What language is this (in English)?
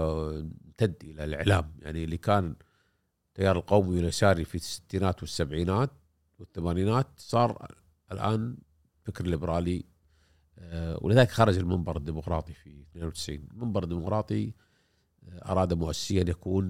Gulf Arabic